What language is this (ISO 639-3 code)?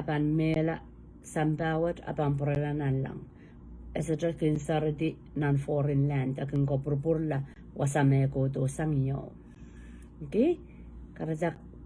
pon